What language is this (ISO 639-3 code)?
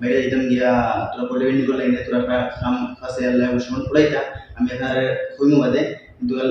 syl